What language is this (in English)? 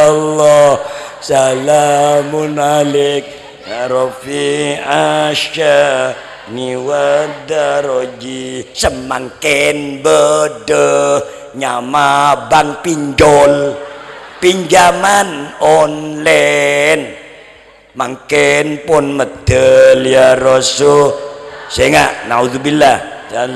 Madurese